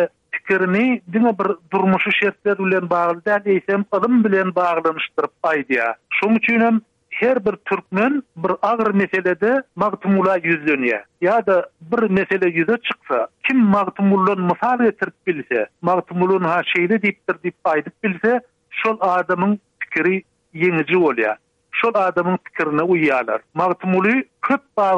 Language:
Turkmen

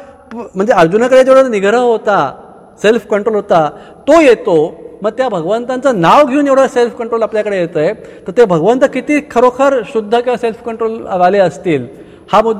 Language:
Marathi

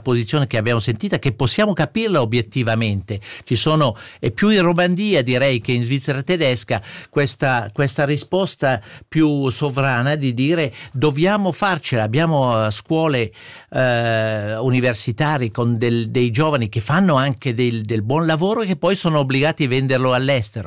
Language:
Italian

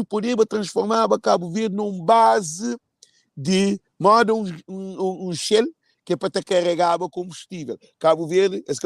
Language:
Kabuverdianu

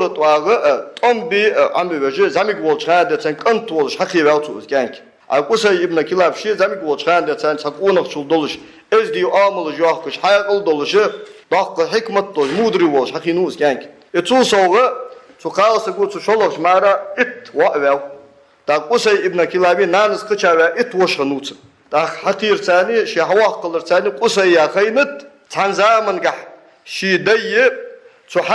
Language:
Ingush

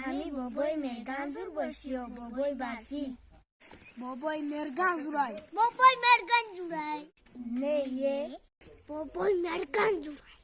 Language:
Tajik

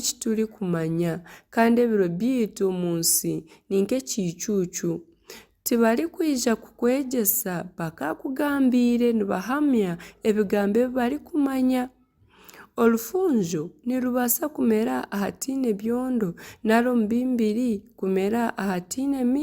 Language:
Nyankole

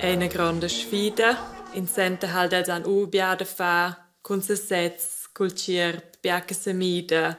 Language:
Romansh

